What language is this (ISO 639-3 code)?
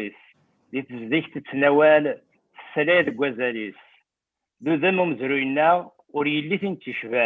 kab